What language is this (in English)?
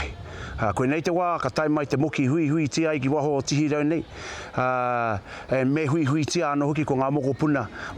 Māori